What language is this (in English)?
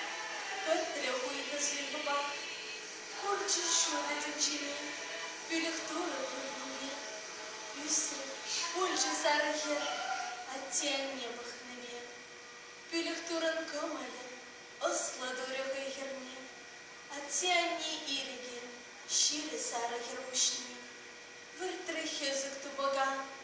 Chuvash